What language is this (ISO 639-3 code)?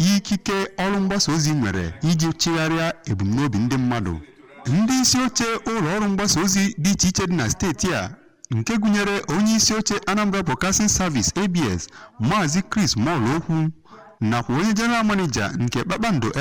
ibo